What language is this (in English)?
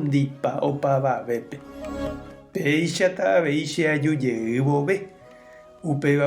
Guarani